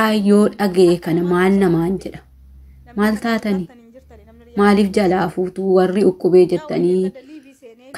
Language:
Oromo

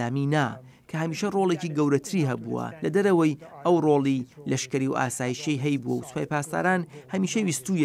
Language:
Central Kurdish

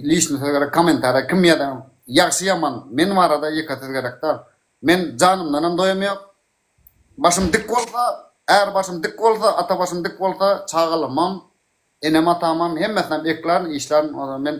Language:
Turkmen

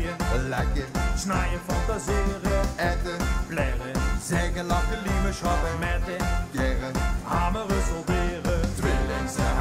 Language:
Limburgish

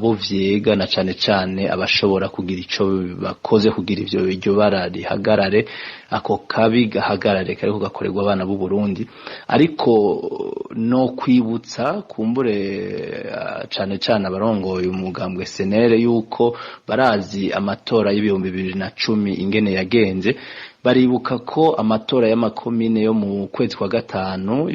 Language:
Rundi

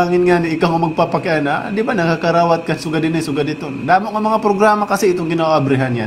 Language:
Waray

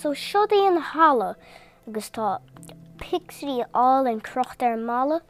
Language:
Irish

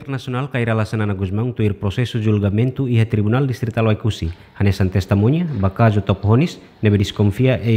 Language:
Tetum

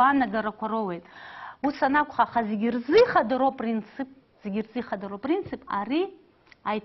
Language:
Abkhazian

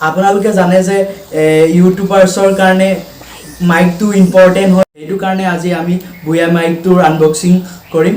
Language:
Assamese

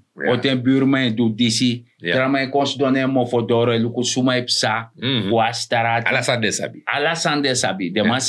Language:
Sranan Tongo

